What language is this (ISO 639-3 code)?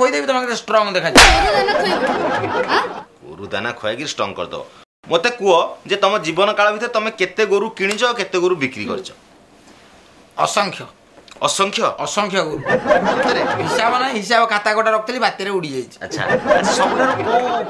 ori